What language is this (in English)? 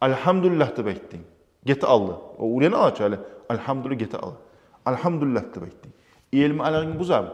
Kumyk